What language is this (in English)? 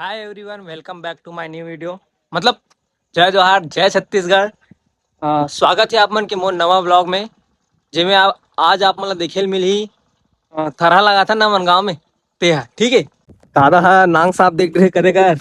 Chhattisgarhi